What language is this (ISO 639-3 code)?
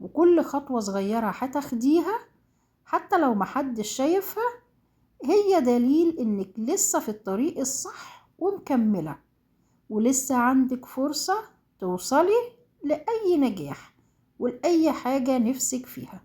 arz